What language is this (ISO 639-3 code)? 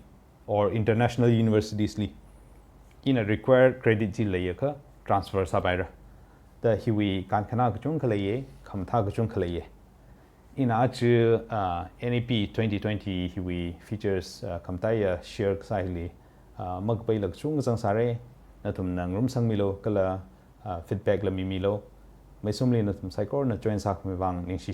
nmf